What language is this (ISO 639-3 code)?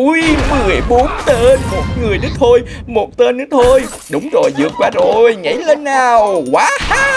vie